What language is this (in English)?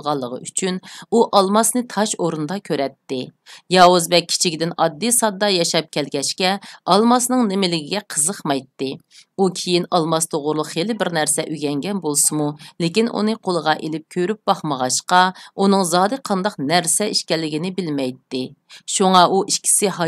Uyghur